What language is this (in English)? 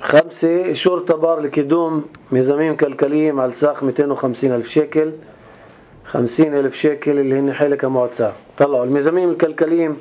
North Levantine Arabic